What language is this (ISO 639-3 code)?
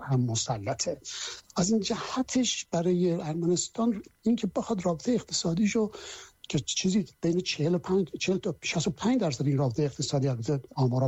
fas